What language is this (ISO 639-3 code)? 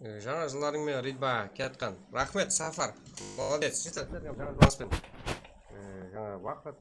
kaa